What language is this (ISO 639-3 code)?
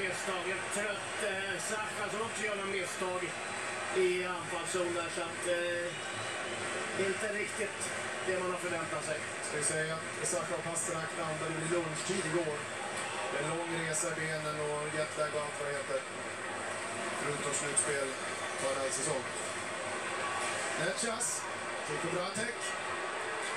swe